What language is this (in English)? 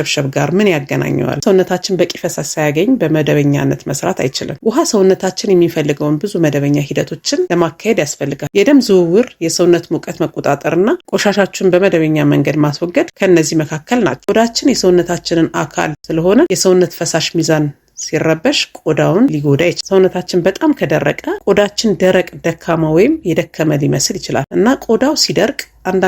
Amharic